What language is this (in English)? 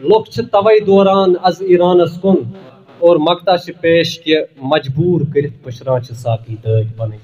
Kashmiri